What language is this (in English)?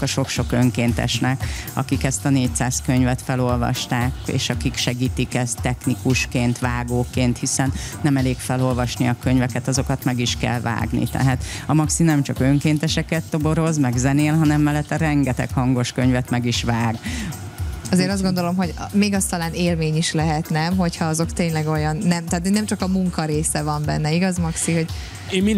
Hungarian